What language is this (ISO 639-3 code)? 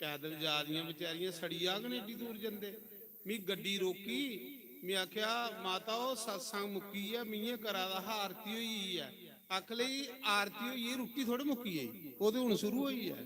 doi